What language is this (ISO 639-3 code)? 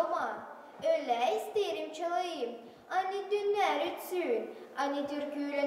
gag